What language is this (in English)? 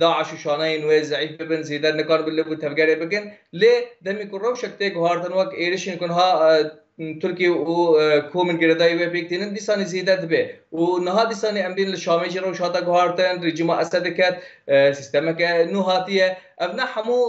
Kurdish